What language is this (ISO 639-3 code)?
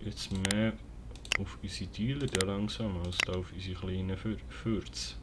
gsw